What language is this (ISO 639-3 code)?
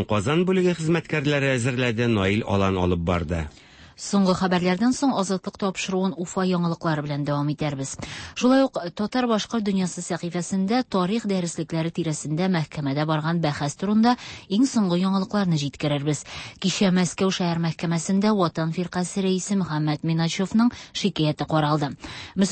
tat